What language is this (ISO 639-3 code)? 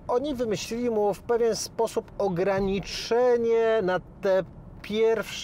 pol